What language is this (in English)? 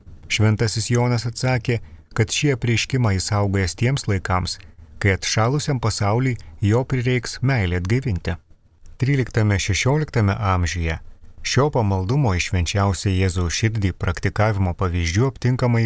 Lithuanian